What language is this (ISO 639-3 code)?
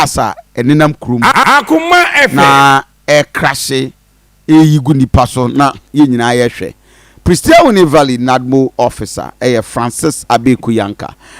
aka